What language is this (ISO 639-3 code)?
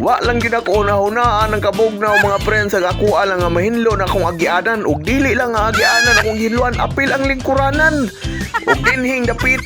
ceb